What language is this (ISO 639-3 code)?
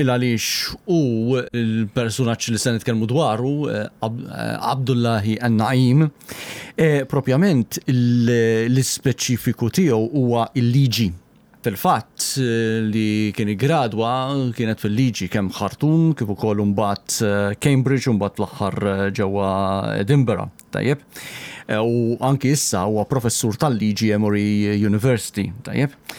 mlt